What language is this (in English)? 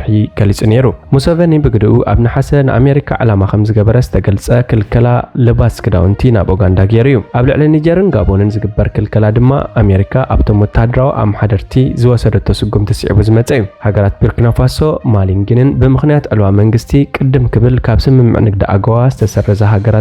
Tigrinya